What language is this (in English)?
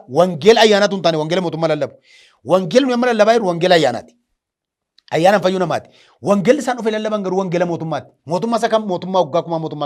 Oromo